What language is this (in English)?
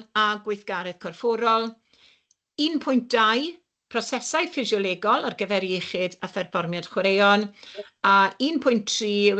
Welsh